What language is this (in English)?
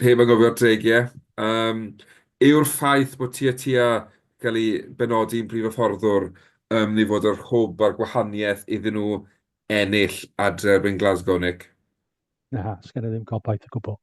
Welsh